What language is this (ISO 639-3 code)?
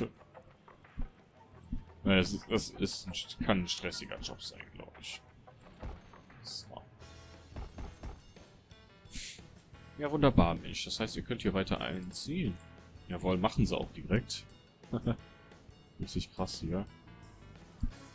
deu